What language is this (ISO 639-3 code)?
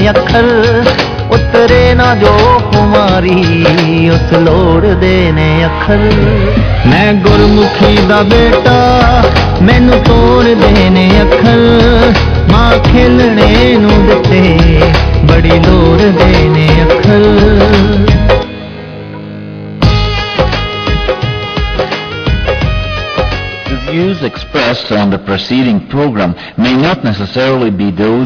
pan